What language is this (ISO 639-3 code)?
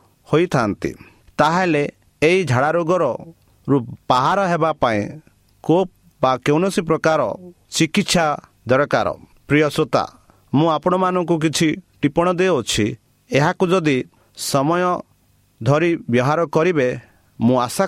ori